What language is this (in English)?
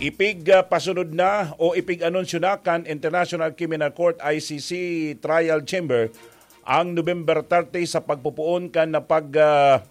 Bikol